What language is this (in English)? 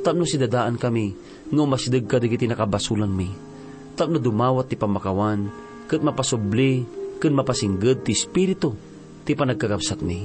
Iloko